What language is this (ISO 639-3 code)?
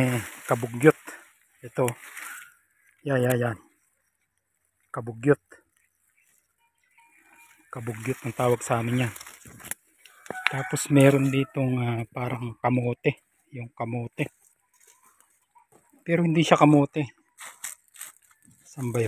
fil